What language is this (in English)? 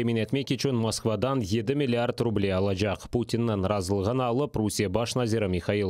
Crimean Tatar